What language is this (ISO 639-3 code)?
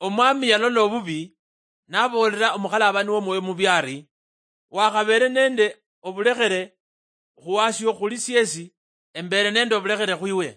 luy